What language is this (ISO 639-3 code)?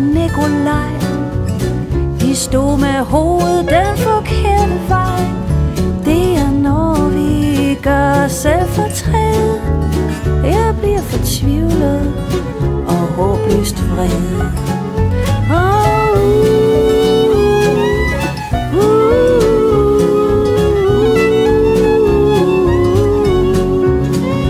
dan